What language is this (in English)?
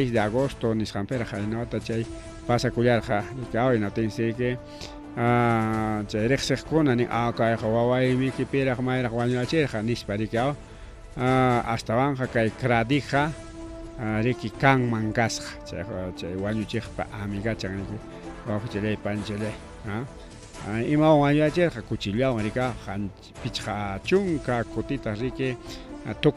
Ayacucho Quechua